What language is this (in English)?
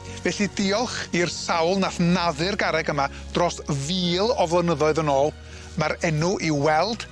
Welsh